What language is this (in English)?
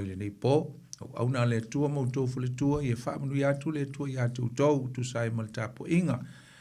Samoan